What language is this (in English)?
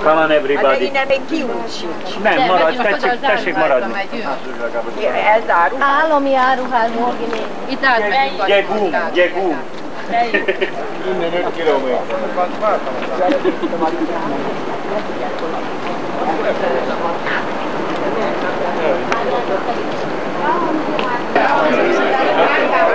Hungarian